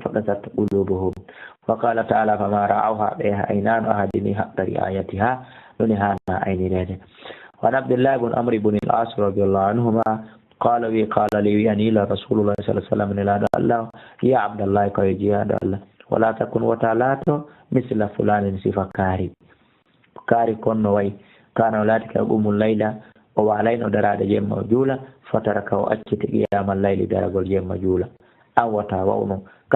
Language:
Fula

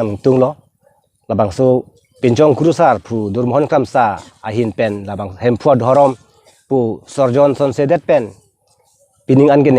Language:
Karbi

